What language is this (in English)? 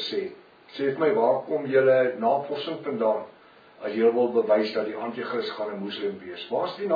Afrikaans